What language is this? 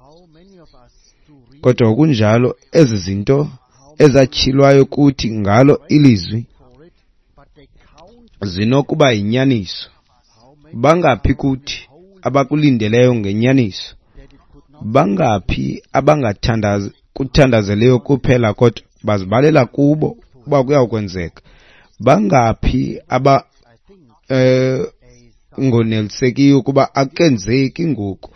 Xhosa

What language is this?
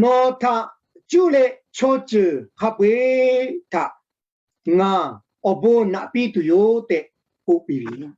Lahu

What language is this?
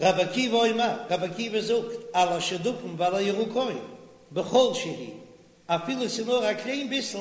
Yiddish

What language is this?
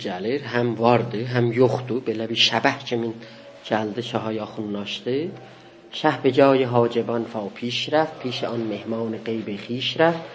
South Azerbaijani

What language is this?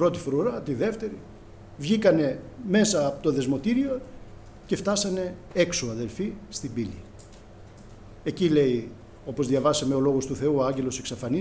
Greek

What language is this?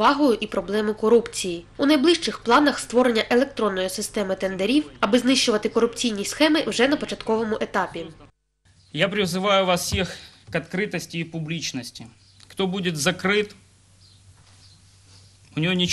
Ukrainian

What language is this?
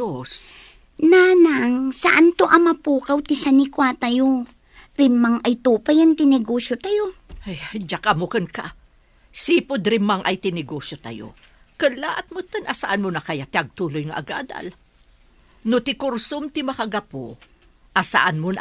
Iloko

